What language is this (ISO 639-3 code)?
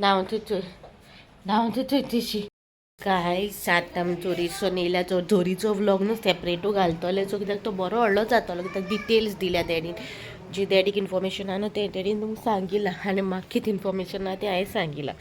kok